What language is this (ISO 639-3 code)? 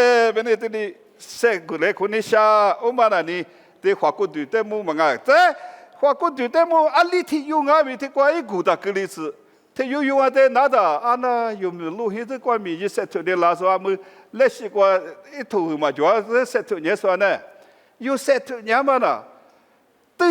lis